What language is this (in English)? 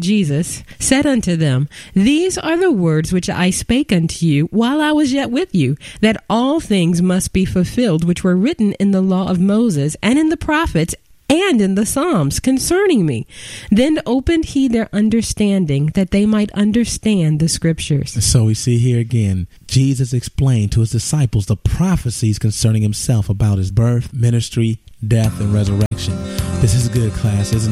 English